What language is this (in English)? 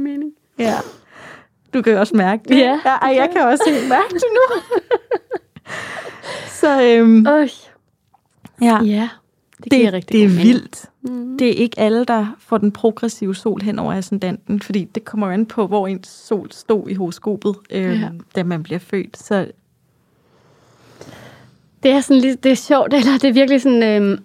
Danish